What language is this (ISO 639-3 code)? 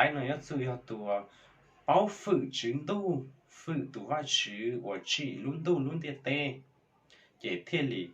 hmn